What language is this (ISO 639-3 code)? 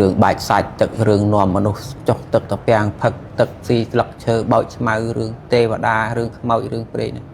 khm